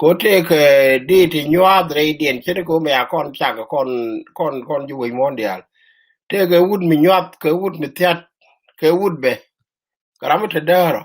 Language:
Nuer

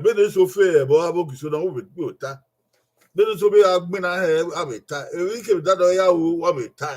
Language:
Bini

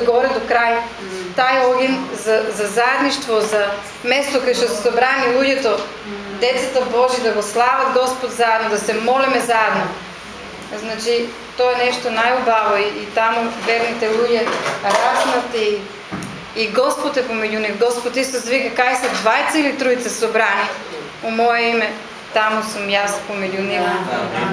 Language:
Macedonian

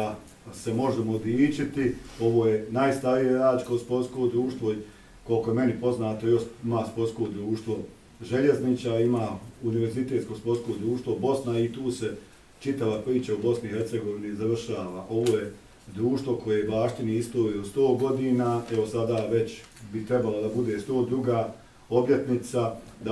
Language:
Bosnian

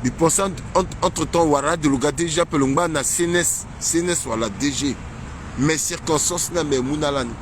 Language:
Sango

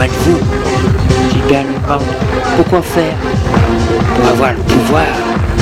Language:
French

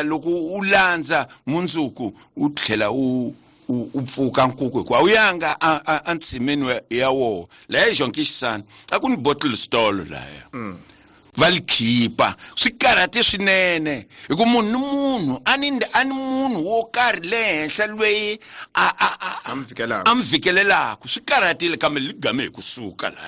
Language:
Tsonga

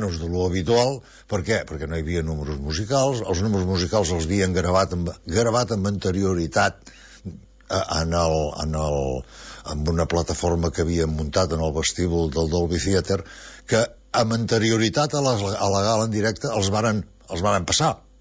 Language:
Catalan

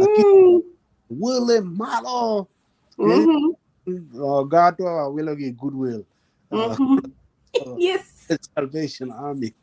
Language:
Acoli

